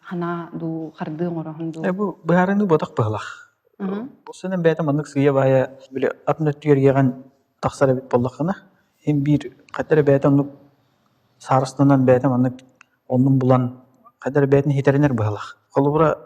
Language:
Yakut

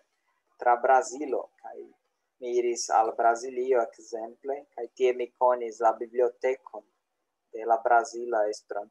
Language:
Esperanto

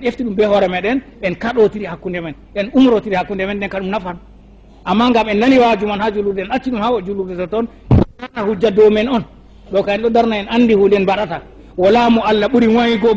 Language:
Fula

